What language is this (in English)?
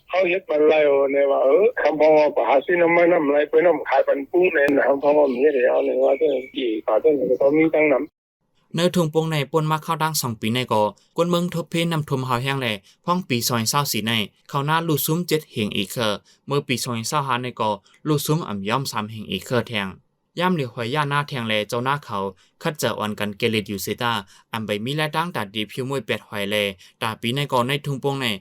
Shan